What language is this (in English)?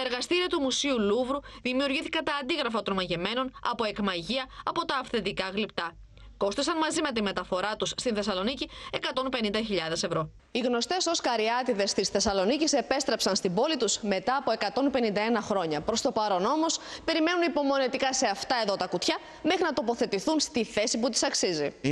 Greek